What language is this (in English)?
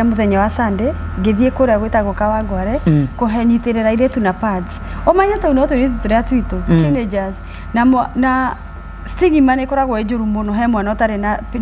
Kikuyu